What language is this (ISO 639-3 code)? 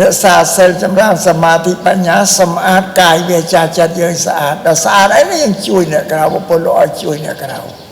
khm